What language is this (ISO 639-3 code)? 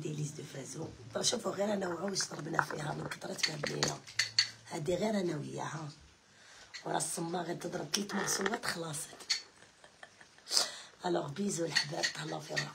arq